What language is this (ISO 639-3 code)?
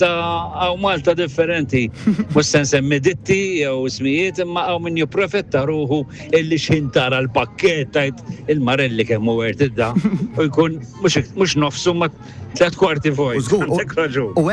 mlt